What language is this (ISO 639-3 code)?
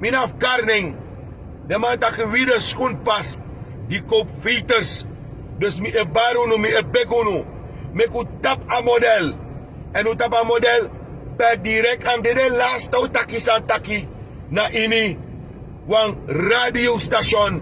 srn